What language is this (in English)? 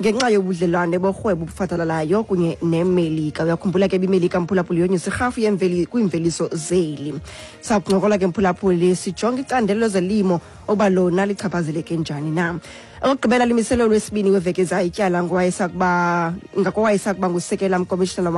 Xhosa